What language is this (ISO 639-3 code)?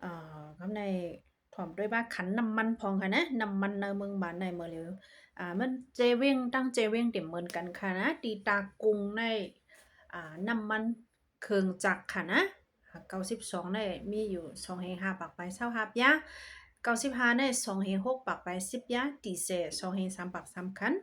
shn